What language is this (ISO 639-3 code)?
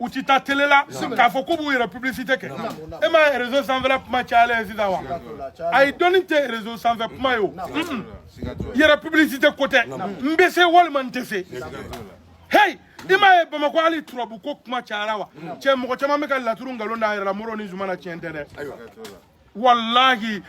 bam